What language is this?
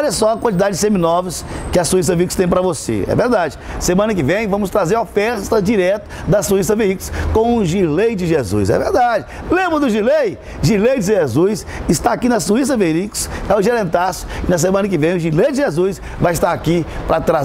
Portuguese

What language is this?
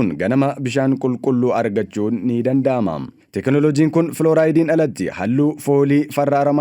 Oromo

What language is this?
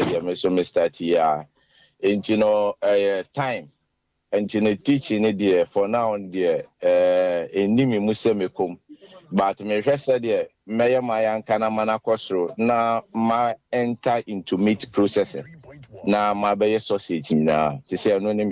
Akan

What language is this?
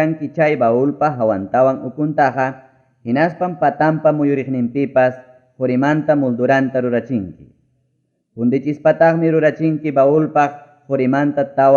Ayacucho Quechua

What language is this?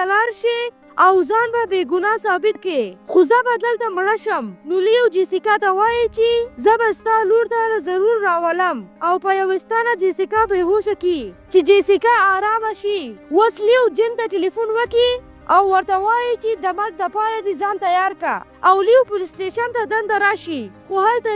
Pashto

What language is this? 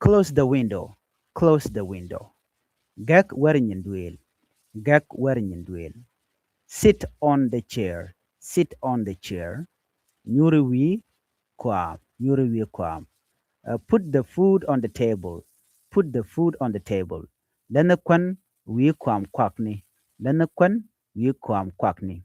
Nuer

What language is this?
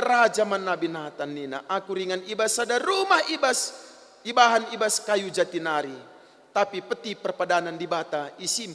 Batak Karo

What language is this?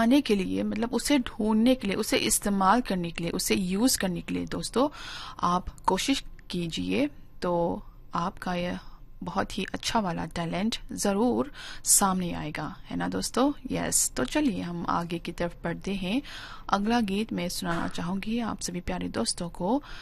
Hindi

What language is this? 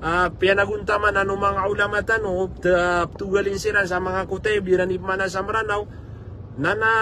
Maranao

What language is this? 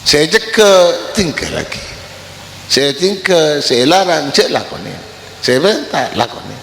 Madurese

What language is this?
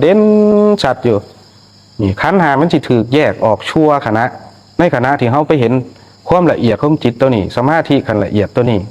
Northeastern Thai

